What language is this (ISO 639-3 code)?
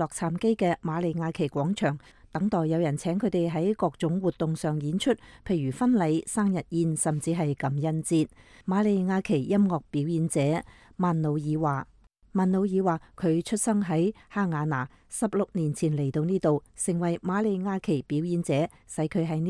yue